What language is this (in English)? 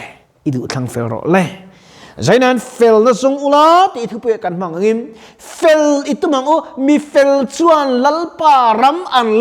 Mizo